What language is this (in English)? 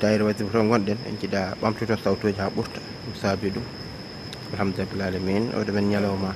Fula